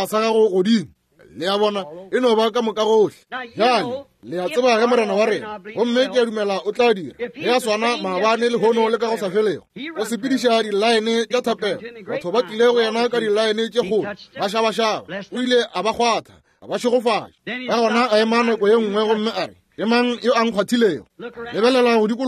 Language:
Northern Sotho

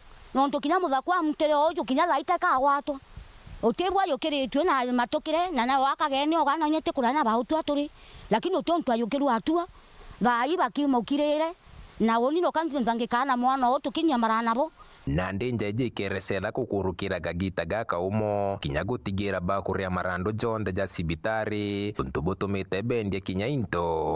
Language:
Meru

